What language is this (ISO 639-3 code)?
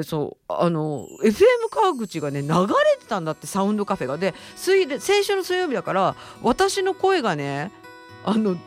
jpn